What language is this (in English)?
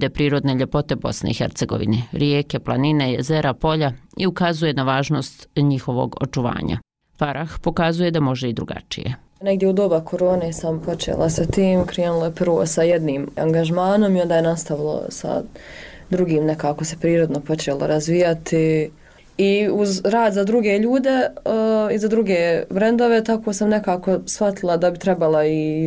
Bosnian